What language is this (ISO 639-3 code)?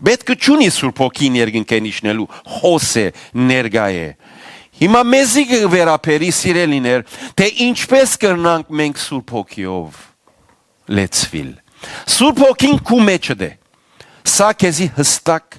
hyw